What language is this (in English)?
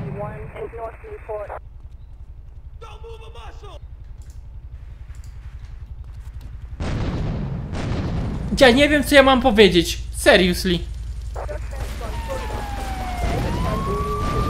Polish